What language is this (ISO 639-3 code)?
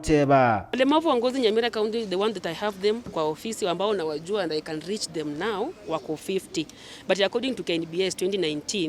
guz